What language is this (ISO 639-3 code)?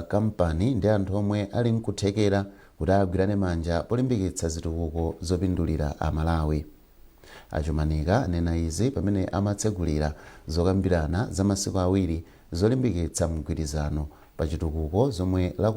nya